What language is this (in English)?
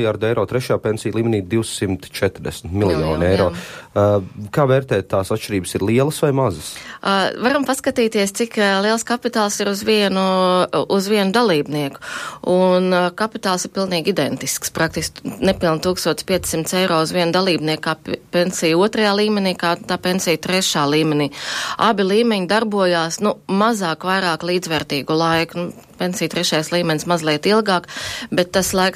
Latvian